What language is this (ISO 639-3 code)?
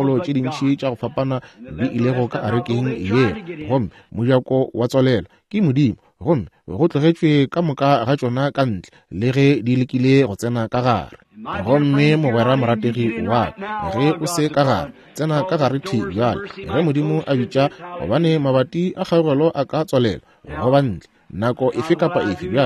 nso